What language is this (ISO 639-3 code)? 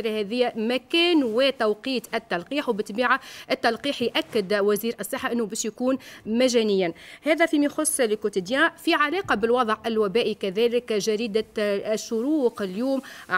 aeb